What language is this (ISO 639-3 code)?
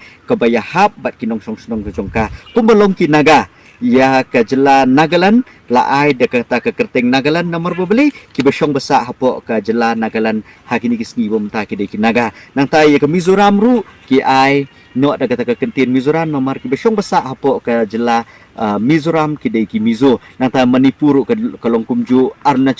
kha